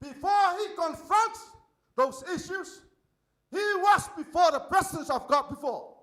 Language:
Samoan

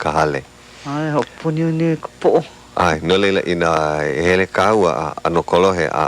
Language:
Hawaiian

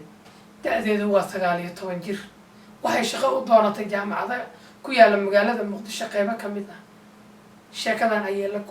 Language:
Somali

